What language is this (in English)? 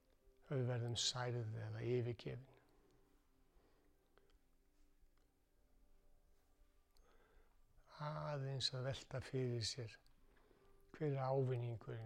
Icelandic